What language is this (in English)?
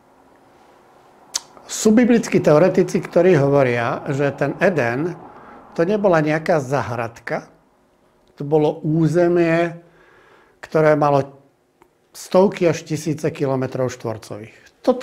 Slovak